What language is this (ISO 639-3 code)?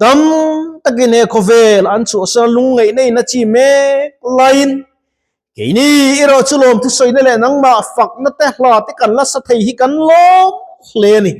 lus